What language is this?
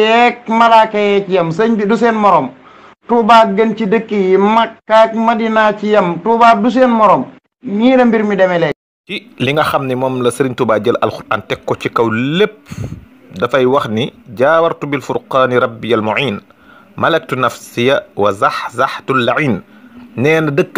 Wolof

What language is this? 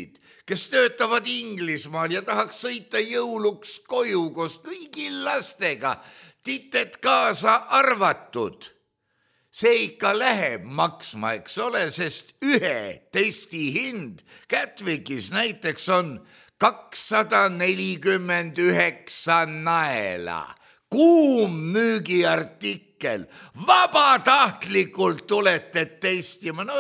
Estonian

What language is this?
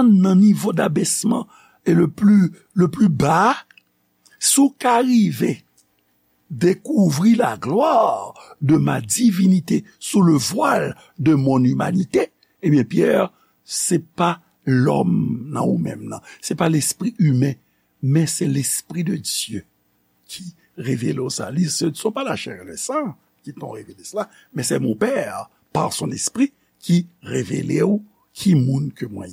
Haitian Creole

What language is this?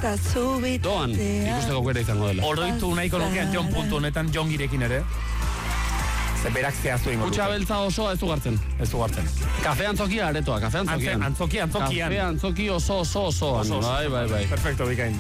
Basque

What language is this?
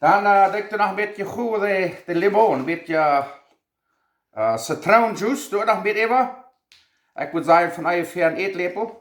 Plautdietsch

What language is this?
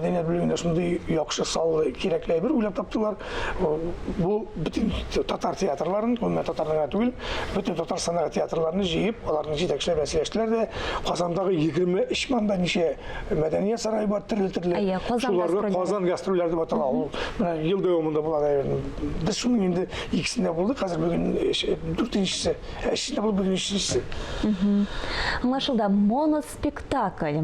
Tatar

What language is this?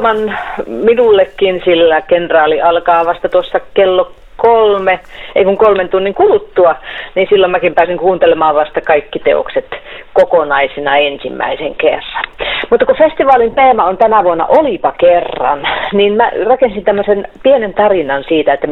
Finnish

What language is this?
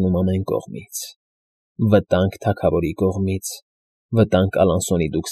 Armenian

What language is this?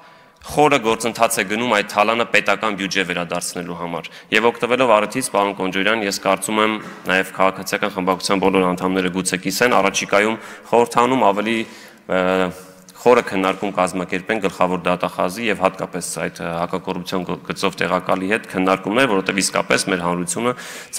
Armenian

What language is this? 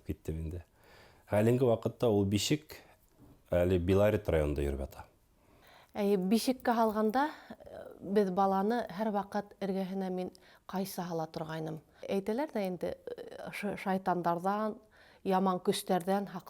Bashkir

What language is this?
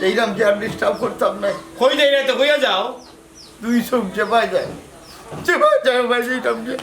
Sylheti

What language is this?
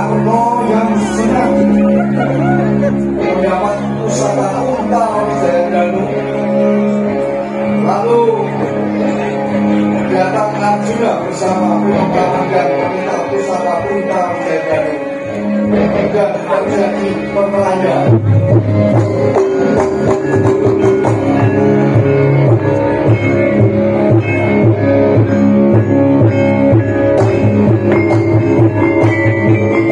Javanese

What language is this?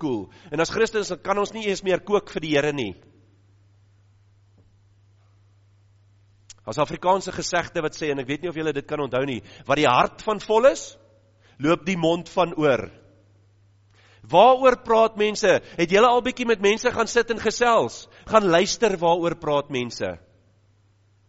Afrikaans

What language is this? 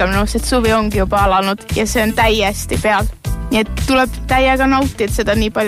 Estonian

